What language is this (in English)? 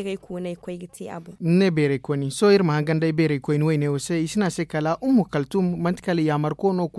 Zarma